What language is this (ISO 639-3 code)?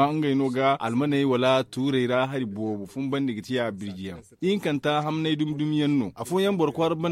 dje